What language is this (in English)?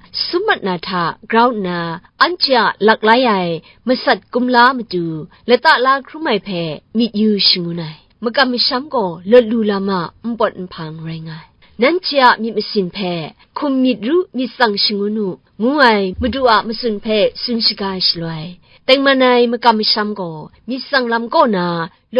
Kachin